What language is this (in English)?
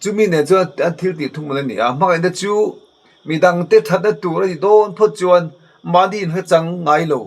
Mizo